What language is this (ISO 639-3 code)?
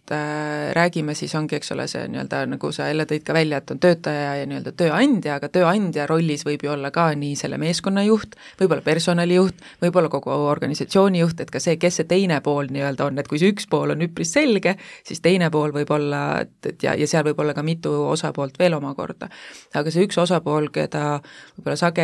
est